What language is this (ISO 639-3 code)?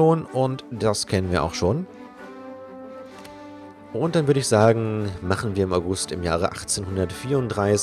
deu